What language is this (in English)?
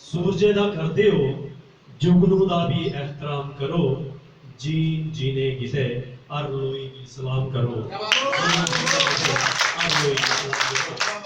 Dogri